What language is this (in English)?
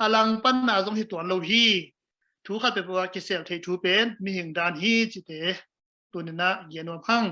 Tedim Chin